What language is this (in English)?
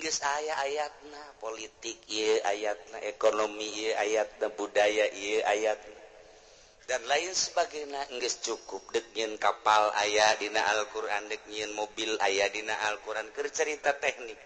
Sundanese